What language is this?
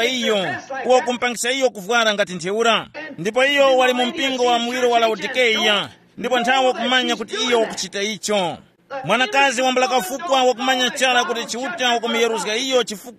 Tumbuka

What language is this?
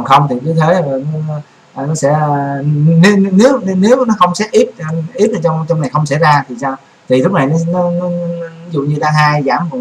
Vietnamese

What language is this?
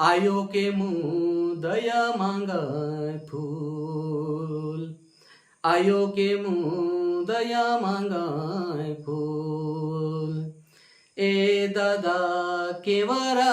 Sadri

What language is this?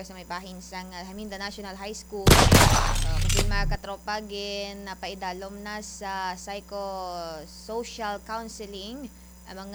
Hiligaynon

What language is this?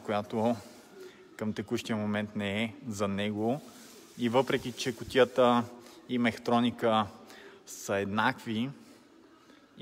Bulgarian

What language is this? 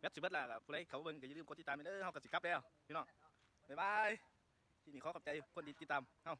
Lao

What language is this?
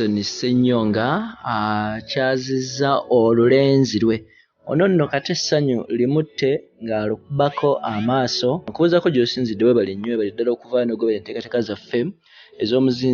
Ganda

